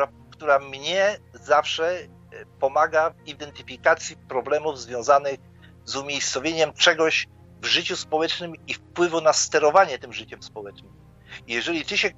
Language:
Polish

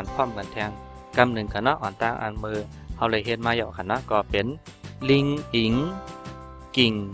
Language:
Shan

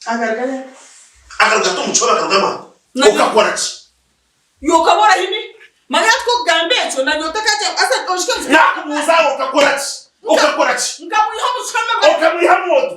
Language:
Nyankole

